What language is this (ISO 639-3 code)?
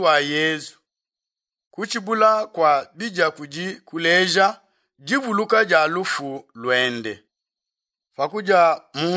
lua